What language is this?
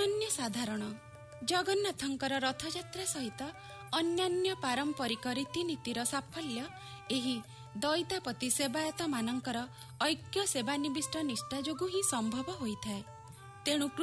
Odia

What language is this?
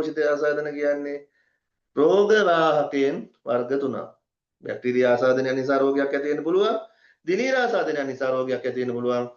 Sinhala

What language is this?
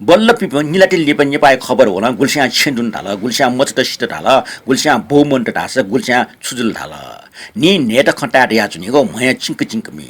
Newari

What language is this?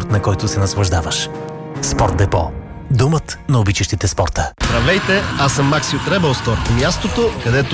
Bulgarian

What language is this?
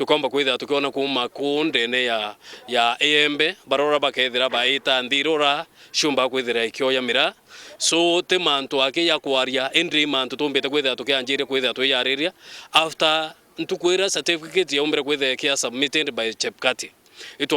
Meru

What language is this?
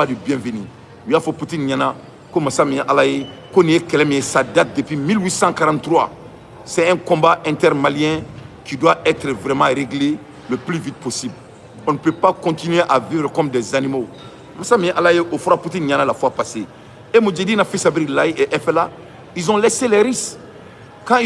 Bambara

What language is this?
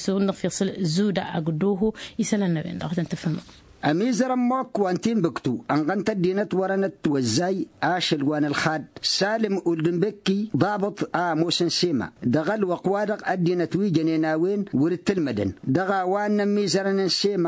Tamasheq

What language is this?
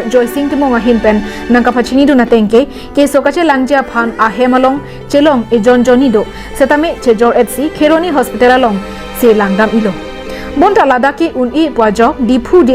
Karbi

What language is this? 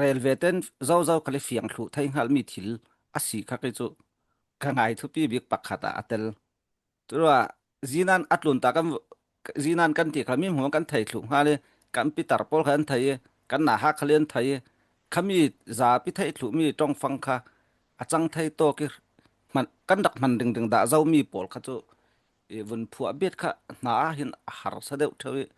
Falam Chin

